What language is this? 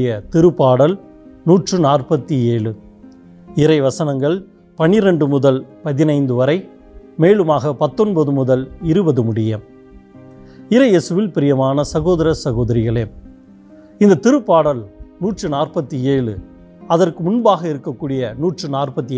Tamil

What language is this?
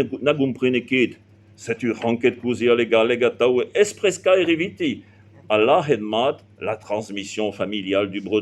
Breton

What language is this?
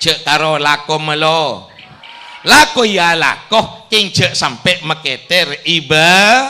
Madurese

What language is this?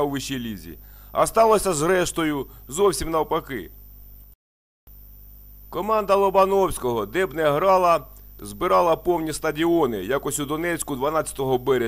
Ukrainian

